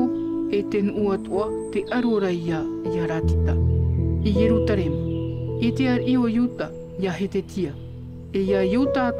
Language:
Tahitian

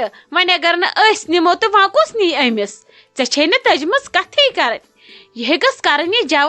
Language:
Kashmiri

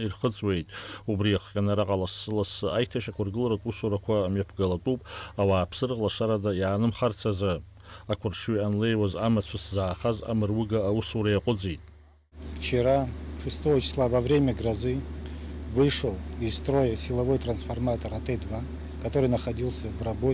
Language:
Abkhazian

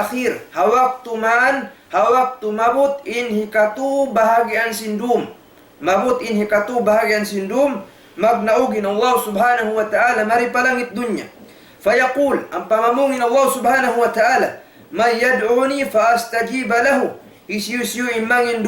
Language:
Tausug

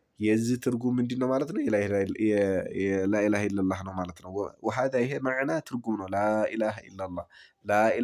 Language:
Amharic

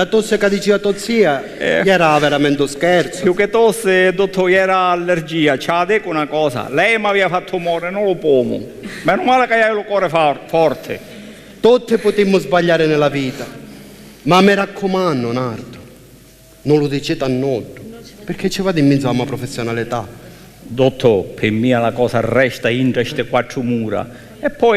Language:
Sicilian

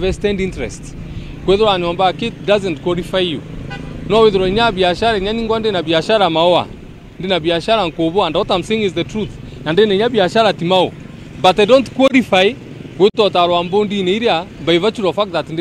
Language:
Meru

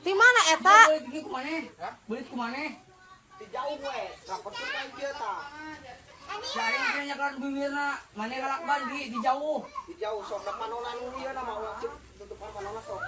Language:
Sundanese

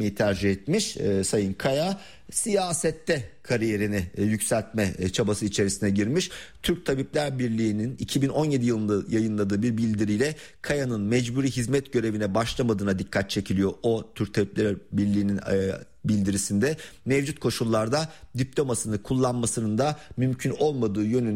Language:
Turkish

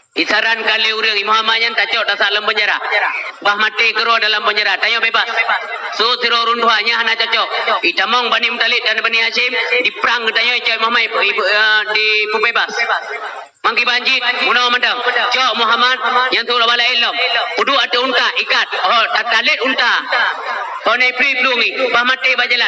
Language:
Achinese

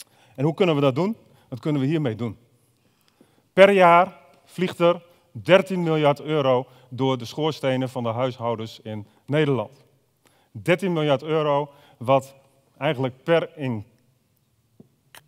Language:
Dutch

